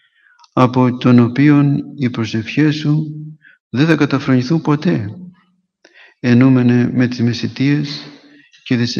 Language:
Greek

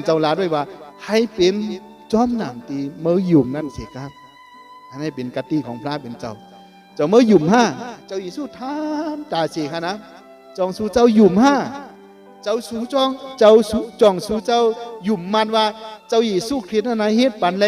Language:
Shan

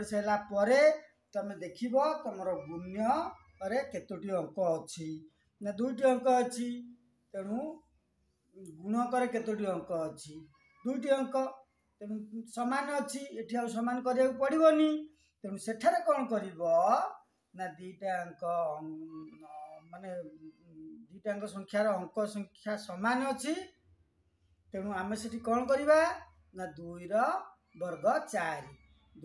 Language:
Odia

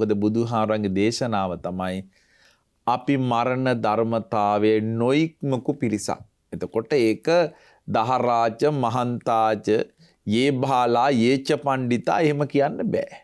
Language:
Sinhala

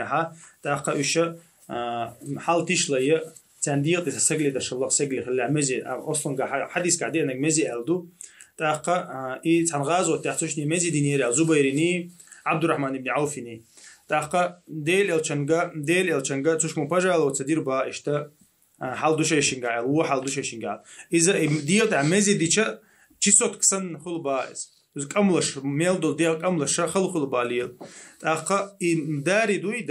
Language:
Chechen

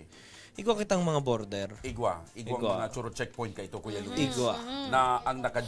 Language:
Bikol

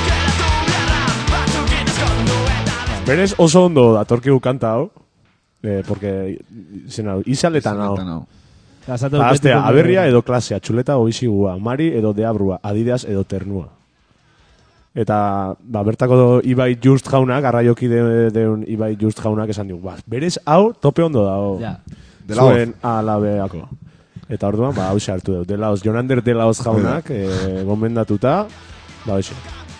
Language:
Basque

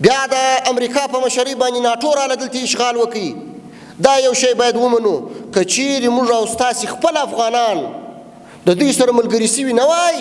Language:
Pashto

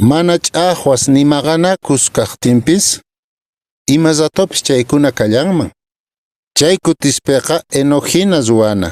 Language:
Quechua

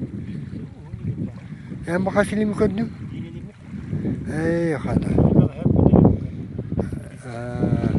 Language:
Yakut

